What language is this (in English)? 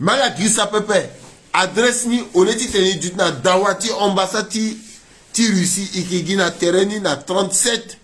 Sango